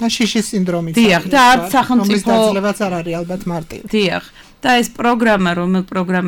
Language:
Georgian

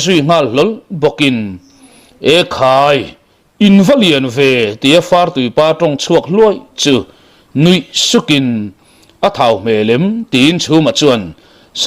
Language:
Mizo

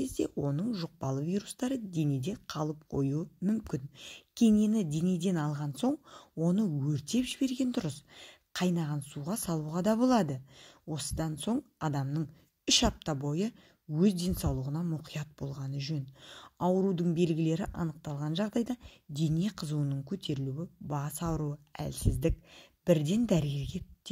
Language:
Kazakh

